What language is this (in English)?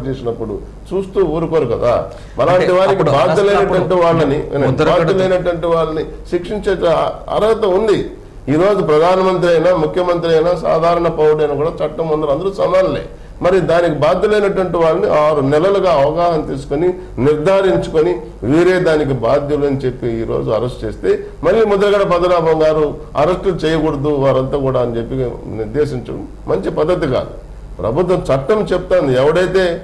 Telugu